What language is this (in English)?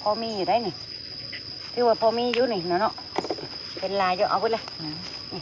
Northeastern Thai